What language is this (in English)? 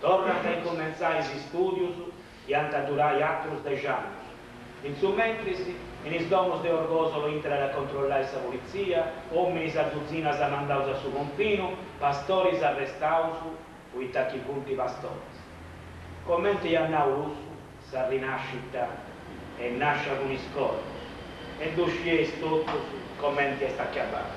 Sardinian